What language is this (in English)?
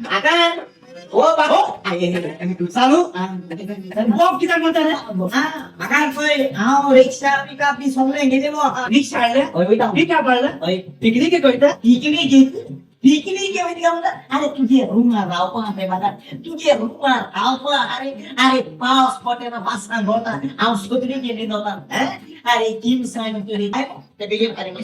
Konkani